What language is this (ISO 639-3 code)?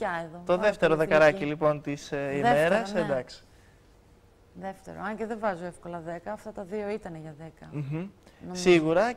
ell